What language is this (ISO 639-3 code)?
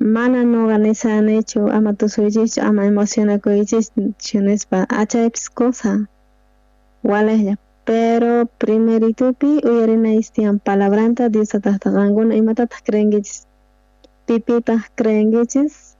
quh